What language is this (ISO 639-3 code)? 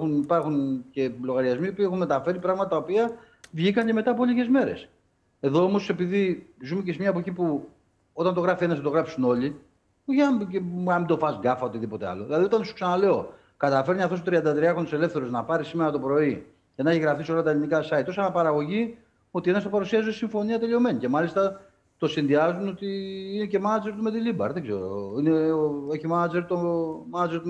ell